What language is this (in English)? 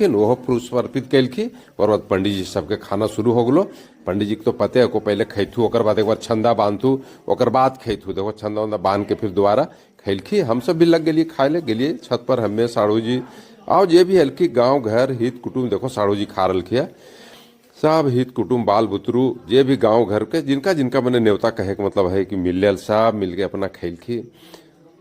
Magahi